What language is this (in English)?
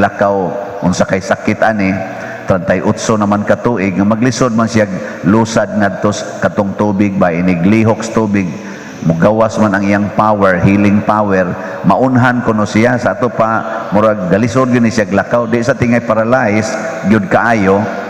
Cebuano